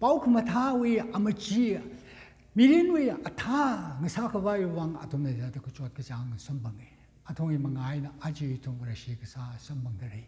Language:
Tangkhul Naga (India)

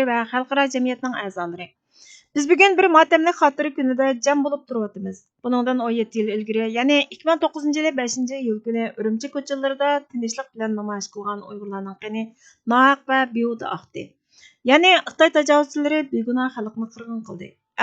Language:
Uyghur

